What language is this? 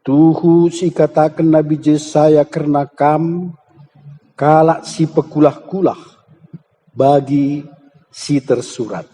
Batak Karo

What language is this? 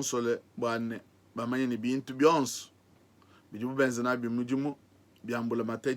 Luba-Lulua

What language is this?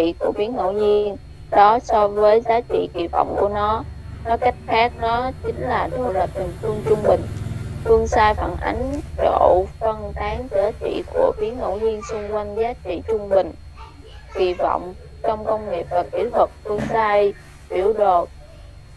Vietnamese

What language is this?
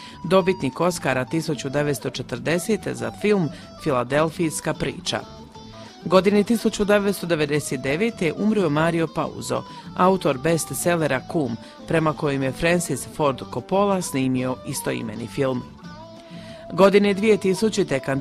Croatian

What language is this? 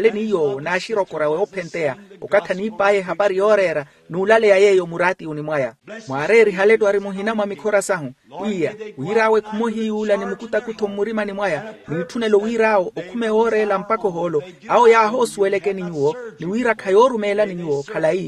Makhuwa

